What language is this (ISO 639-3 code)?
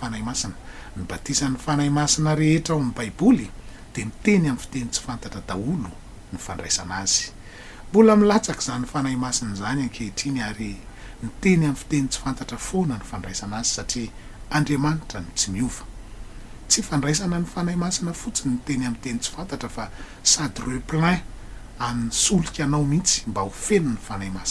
mlg